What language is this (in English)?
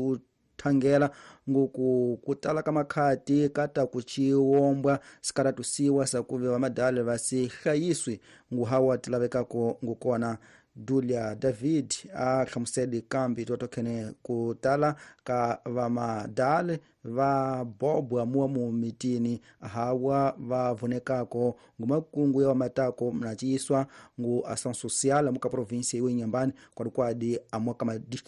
Tsonga